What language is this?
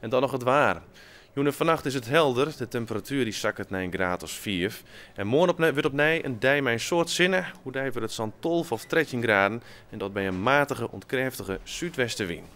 Western Frisian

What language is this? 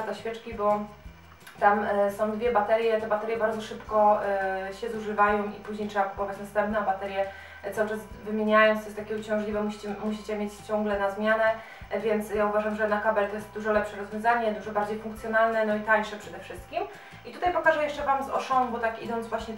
Polish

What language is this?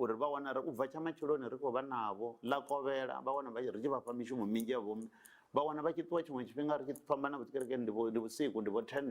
Venda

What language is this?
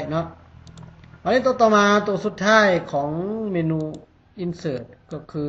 Lao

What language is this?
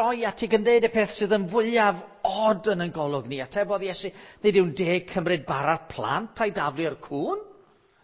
Welsh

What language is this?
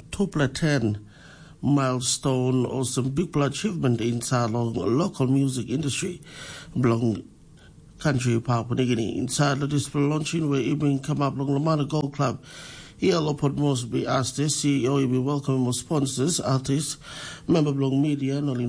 Tok Pisin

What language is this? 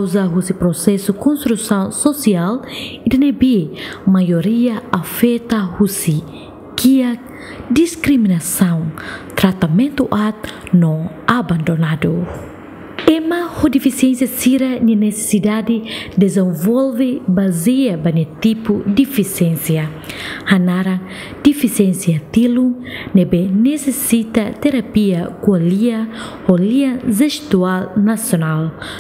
Tetum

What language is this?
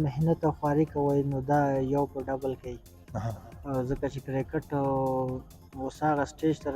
Pashto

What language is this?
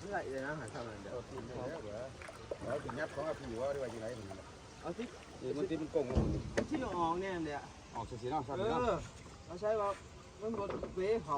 Northeastern Thai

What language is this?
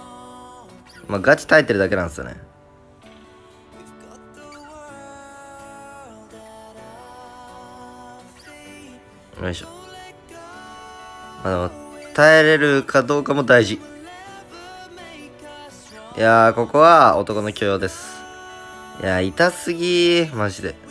Japanese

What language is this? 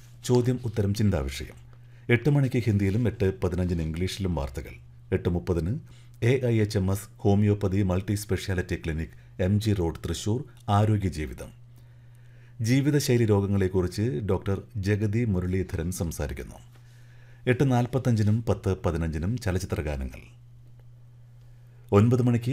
Malayalam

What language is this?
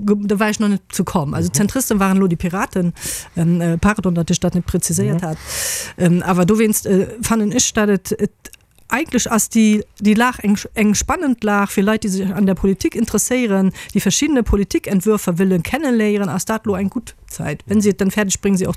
Luxembourgish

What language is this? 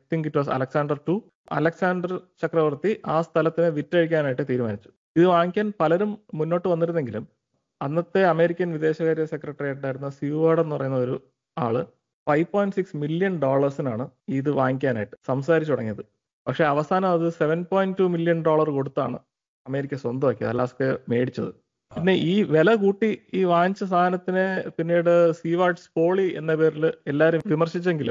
Malayalam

